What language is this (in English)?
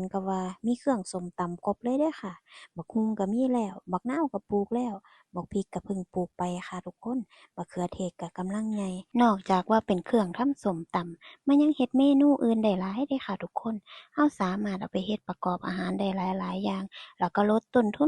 Northeastern Thai